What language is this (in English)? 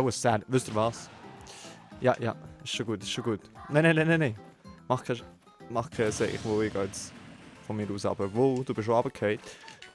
Swiss German